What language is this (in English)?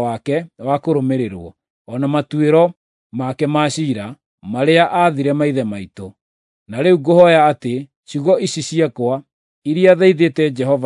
Kikuyu